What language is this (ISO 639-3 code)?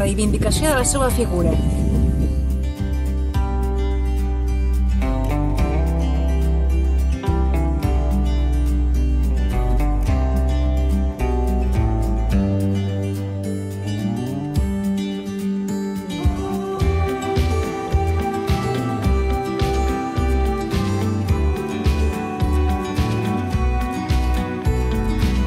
cat